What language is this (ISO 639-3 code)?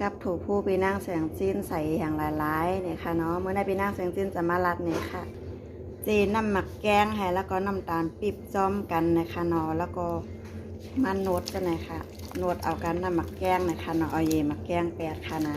shn